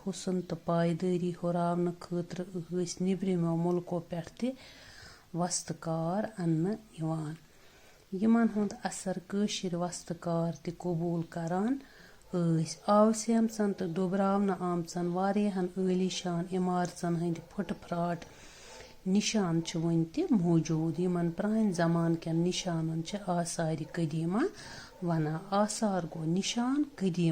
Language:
Kashmiri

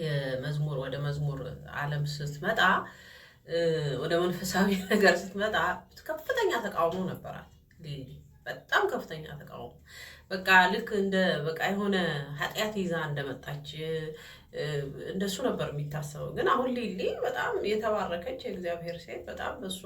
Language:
Amharic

